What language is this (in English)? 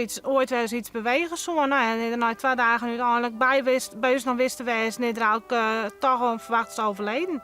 Western Frisian